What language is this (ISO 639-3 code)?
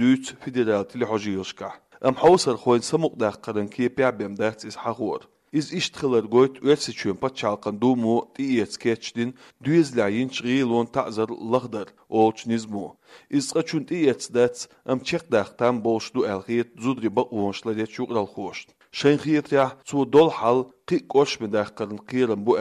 che